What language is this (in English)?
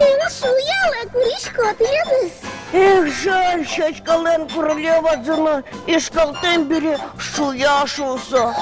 Udmurt